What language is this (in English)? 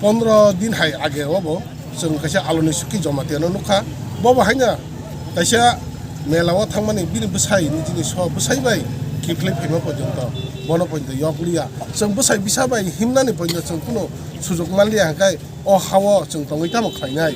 Kok Borok